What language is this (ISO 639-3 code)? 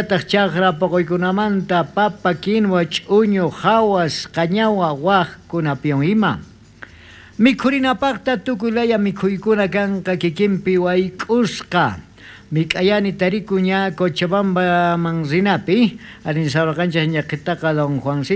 quh